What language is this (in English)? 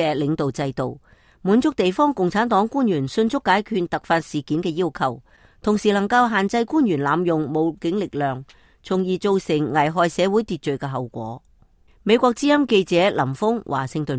Cantonese